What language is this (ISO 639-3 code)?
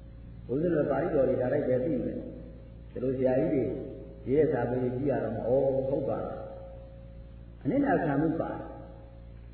mya